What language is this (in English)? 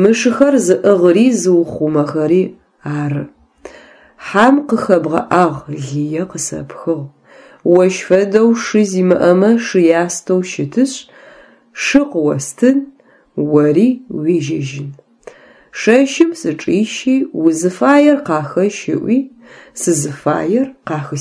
Adyghe